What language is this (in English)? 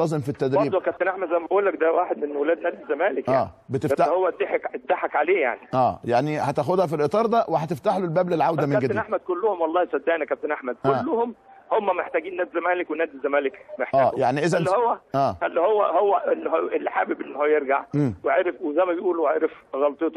Egyptian Arabic